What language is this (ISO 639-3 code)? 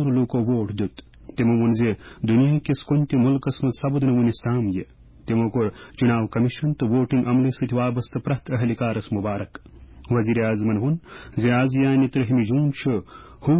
kas